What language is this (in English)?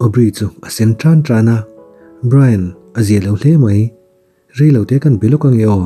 Mizo